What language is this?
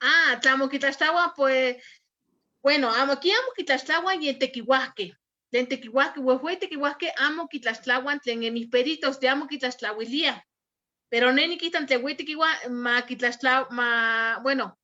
Eastern Huasteca Nahuatl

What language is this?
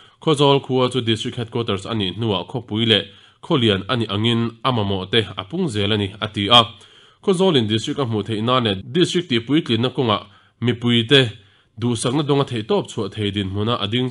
Mizo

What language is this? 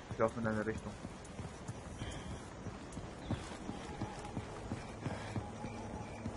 German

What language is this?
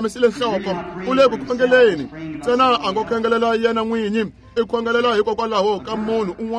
Tsonga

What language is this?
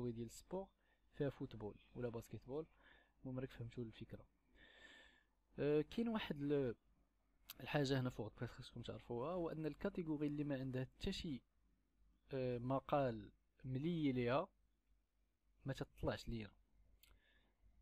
Moroccan Arabic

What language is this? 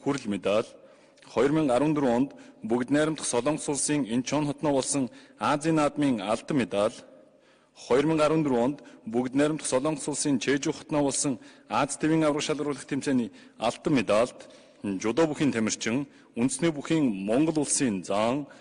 Mongolian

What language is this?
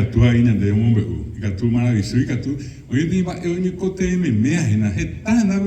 Guarani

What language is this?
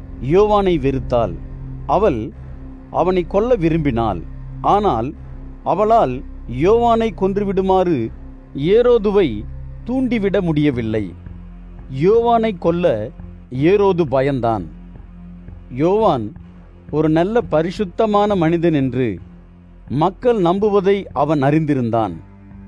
Tamil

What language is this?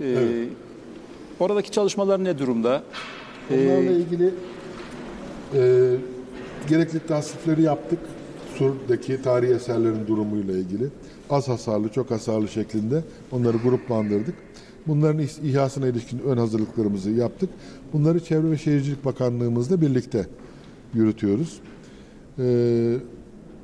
Turkish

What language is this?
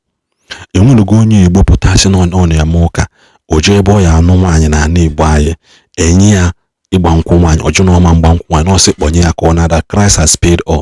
Igbo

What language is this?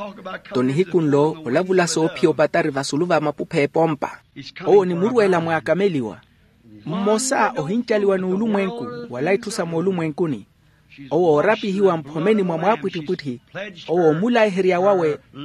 Makhuwa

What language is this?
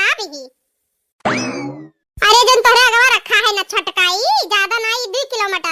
Awadhi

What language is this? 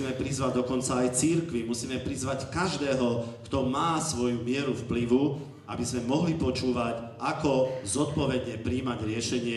Slovak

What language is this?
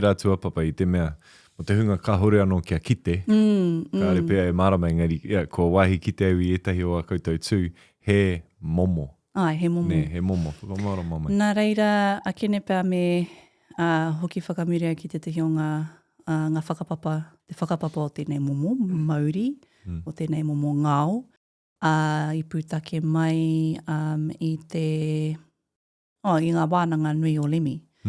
Māori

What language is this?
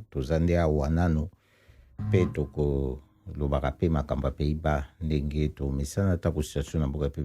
Lingala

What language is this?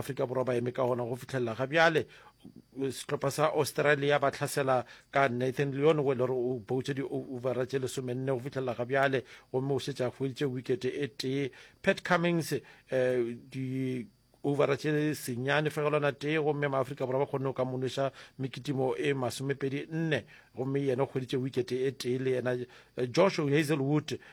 Northern Sotho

